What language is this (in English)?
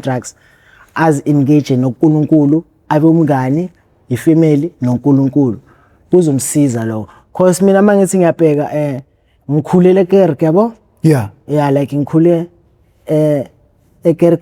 Zulu